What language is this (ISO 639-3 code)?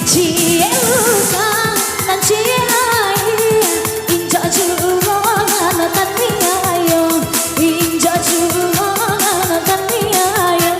min